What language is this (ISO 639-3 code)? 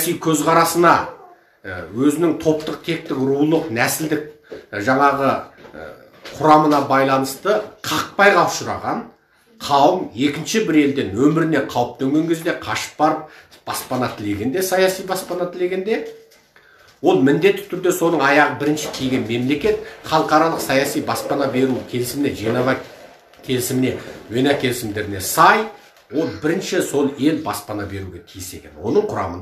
kaz